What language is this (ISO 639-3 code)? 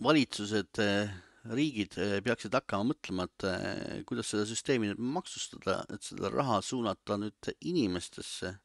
est